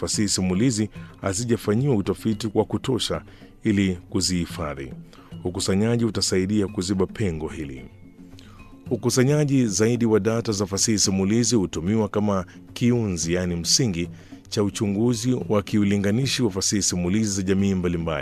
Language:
Swahili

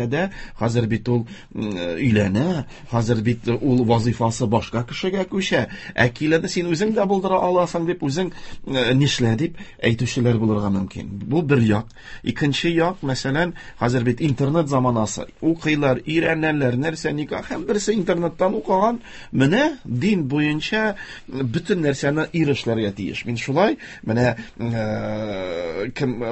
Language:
Tatar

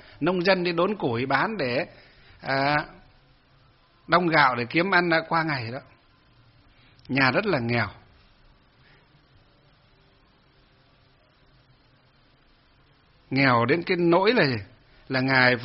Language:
Vietnamese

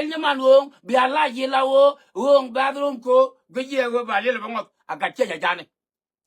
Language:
Nuer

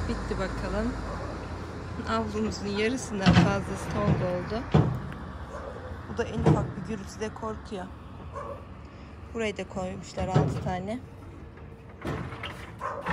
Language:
Turkish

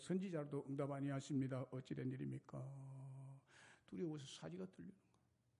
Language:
Korean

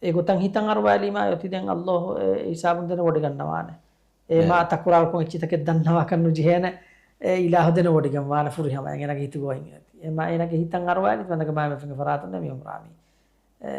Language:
Divehi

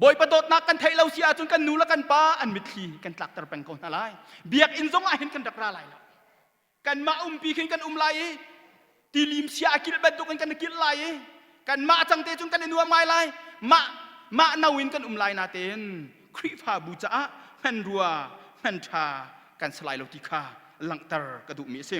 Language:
Hakha Chin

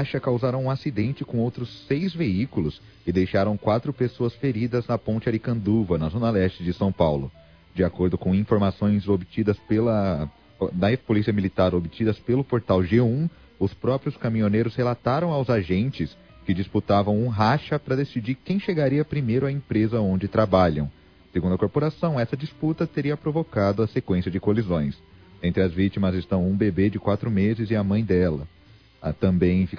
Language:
Portuguese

